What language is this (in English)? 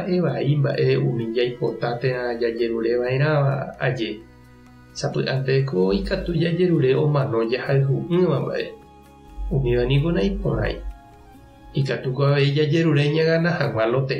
Guarani